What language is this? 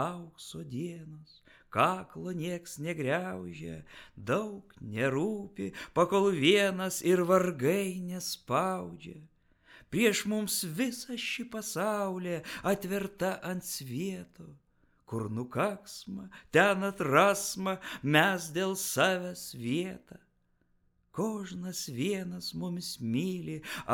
Lithuanian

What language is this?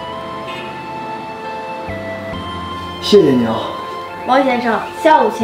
Chinese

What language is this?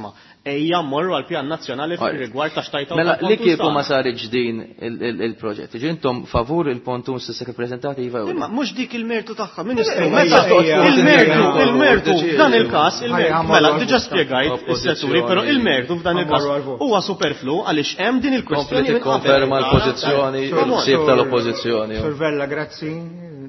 Maltese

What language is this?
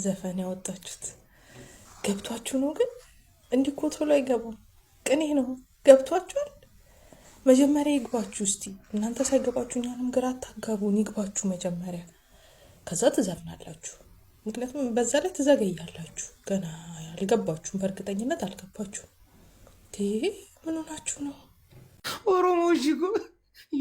Amharic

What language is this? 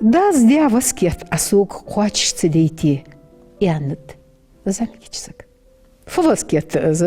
Ingush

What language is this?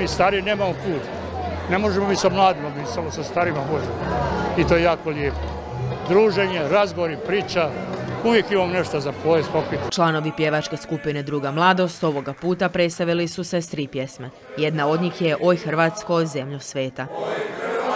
Croatian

